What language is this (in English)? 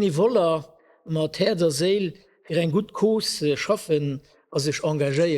Luxembourgish